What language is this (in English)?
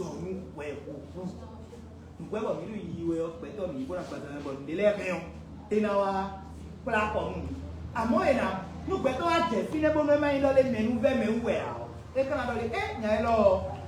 Fon